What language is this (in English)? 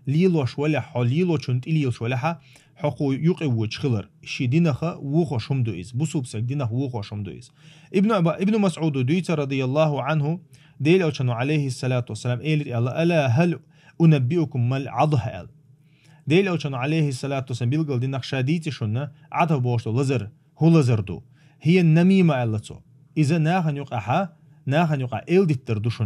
Chechen